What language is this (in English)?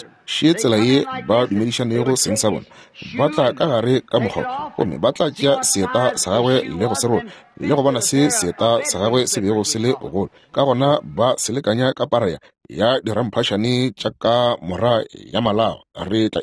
Northern Sotho